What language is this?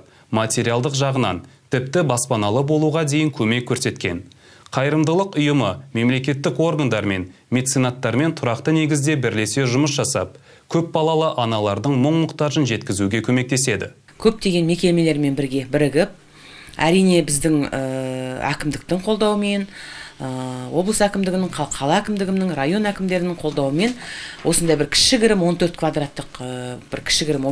Kazakh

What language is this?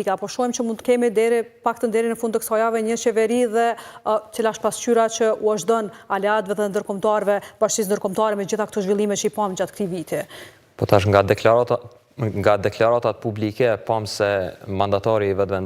Albanian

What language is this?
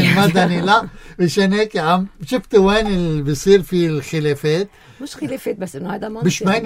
North Levantine Arabic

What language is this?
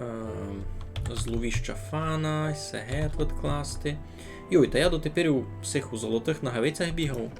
Rusyn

